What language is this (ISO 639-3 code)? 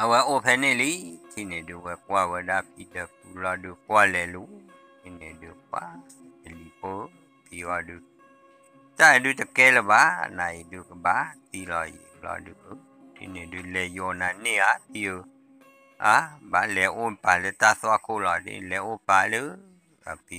ksw